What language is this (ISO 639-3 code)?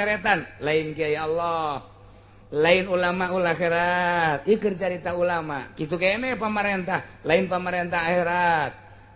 sun